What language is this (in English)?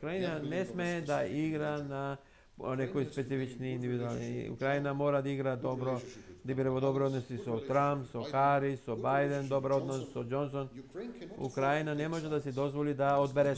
Macedonian